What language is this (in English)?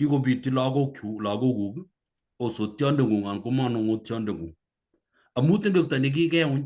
Kalenjin